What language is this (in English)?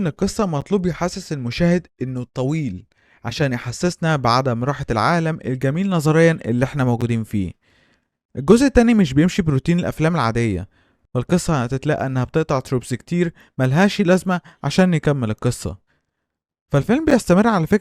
Egyptian Arabic